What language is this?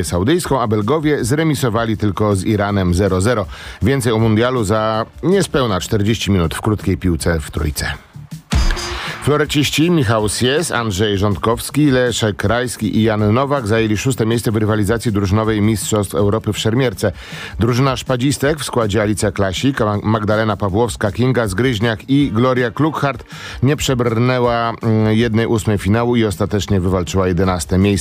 Polish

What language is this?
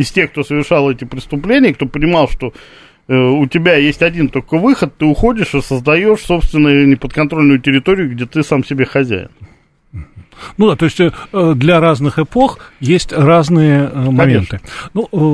Russian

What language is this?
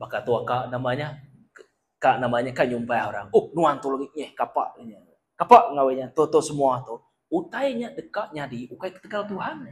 Iban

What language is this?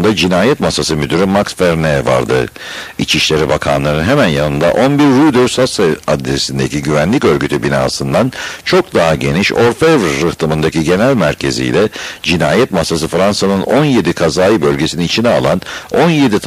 Turkish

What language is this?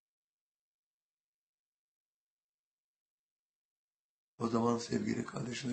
Turkish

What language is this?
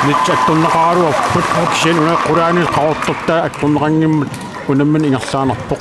Kalaallisut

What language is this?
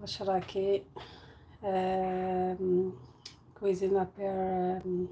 Algerian Arabic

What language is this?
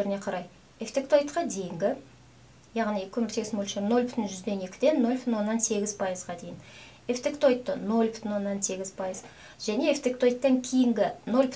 Kazakh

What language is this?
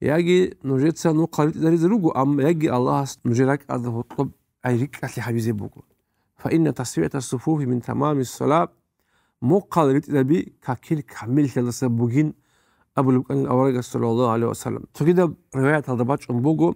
Avaric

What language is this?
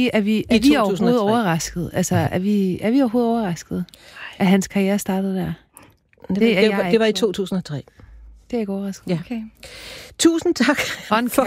Danish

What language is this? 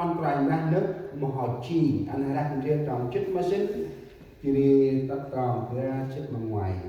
Central Mnong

